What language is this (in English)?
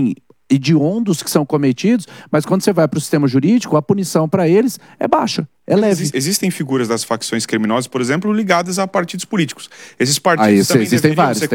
Portuguese